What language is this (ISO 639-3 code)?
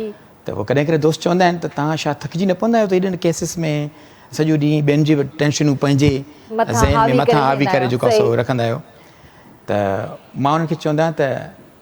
snd